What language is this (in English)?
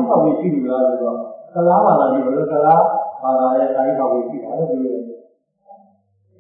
Burmese